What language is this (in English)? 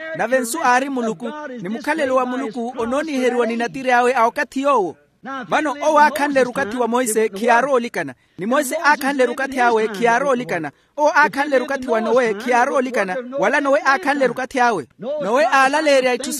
Makhuwa